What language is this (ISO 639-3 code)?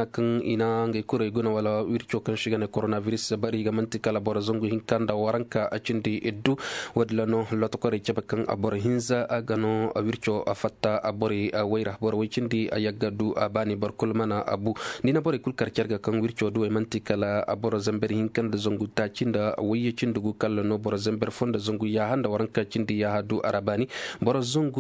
ses